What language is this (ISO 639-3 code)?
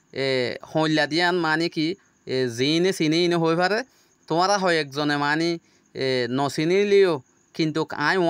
rhg